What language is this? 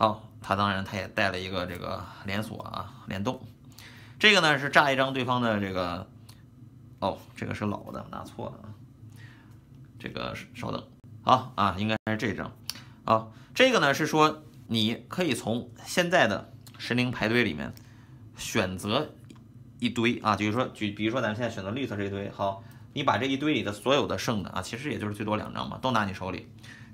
Chinese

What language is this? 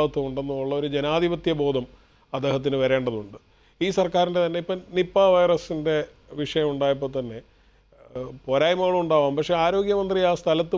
Malayalam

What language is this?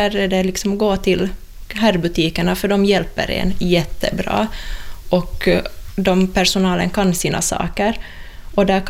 Swedish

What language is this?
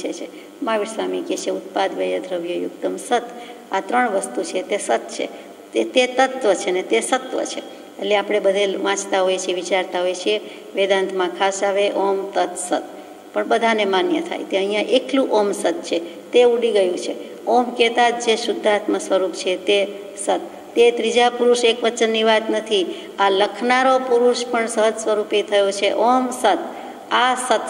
Gujarati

